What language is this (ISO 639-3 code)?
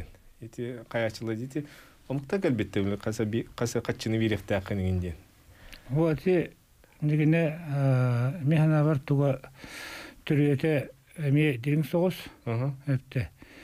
sah